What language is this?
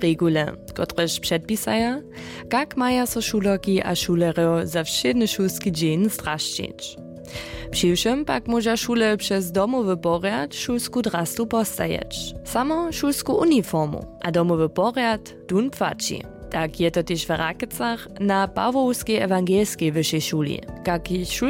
Upper Sorbian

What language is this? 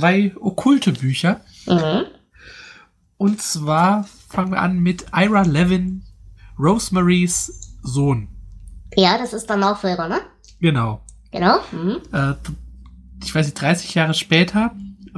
German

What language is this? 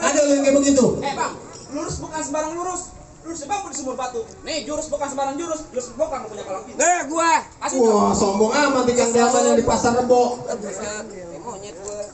Betawi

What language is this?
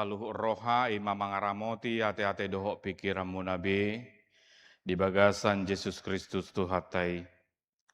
Batak Toba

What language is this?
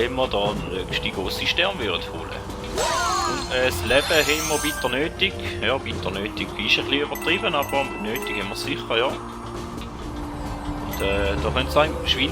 Swiss German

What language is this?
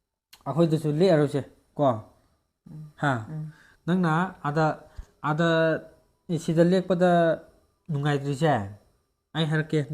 Manipuri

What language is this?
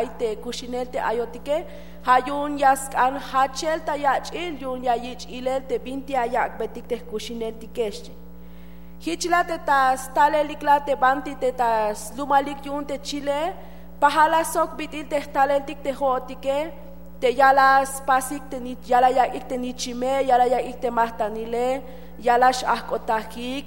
Tzeltal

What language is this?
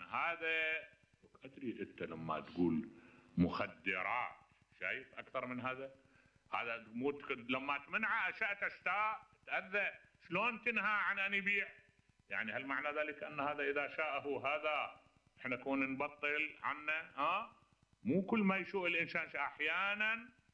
Mesopotamian Arabic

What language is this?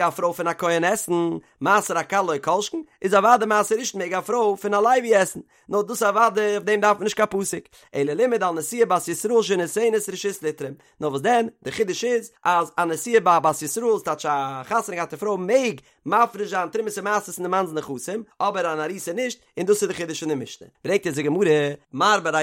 Yiddish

